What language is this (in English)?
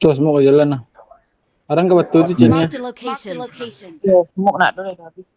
Minangkabau